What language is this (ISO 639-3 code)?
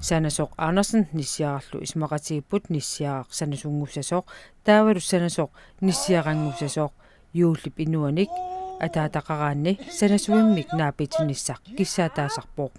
kal